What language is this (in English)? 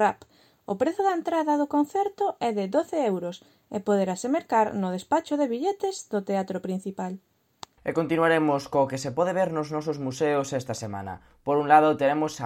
Galician